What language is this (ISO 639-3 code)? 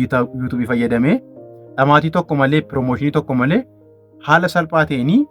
orm